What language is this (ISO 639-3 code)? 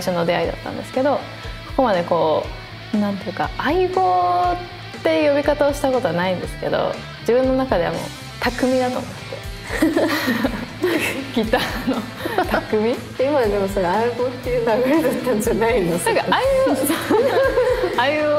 jpn